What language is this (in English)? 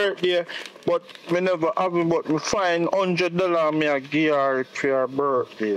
Jamaican Creole English